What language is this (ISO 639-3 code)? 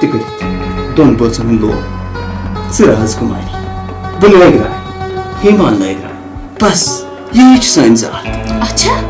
kas